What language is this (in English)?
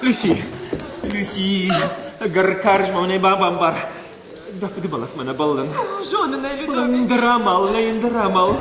Ossetic